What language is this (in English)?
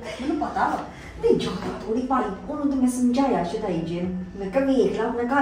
Punjabi